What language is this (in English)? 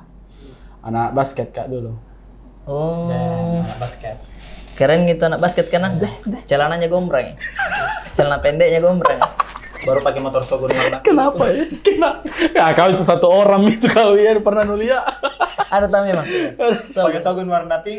Makassar Malay